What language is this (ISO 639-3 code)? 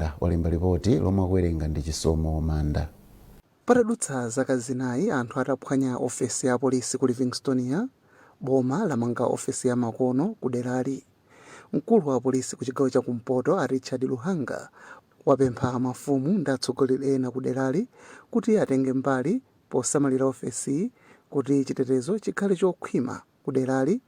nya